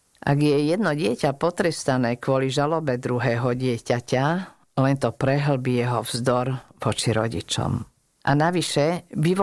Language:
Slovak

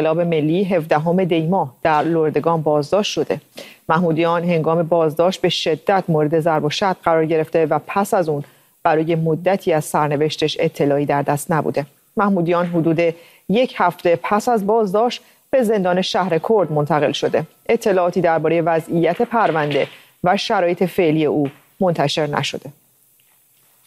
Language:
Persian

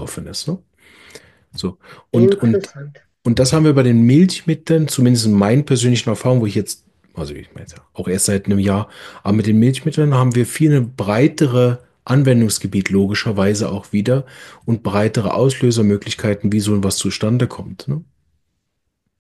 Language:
German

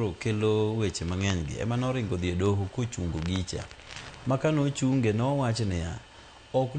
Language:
Luo (Kenya and Tanzania)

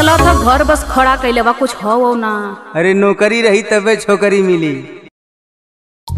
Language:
Bhojpuri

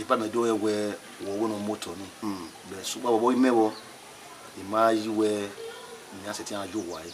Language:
Bini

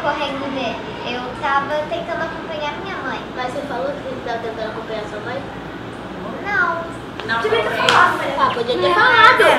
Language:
Portuguese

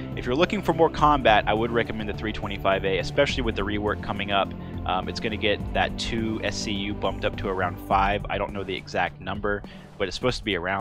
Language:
English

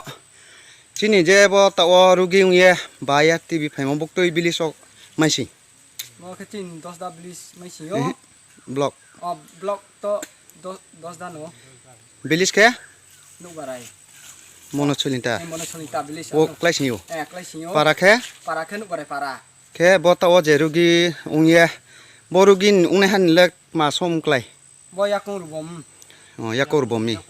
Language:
Riang (India)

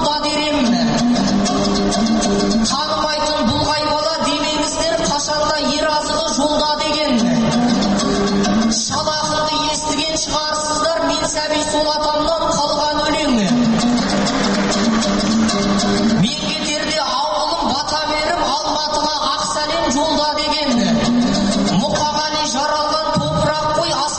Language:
Kazakh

